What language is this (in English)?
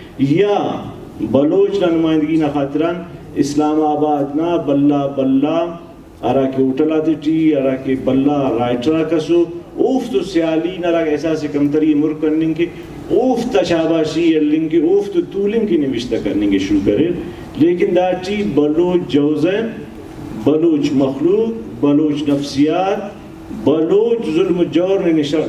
Brahui